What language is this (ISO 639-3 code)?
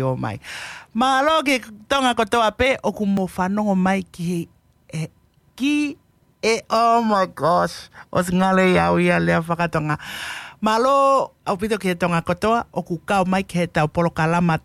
ton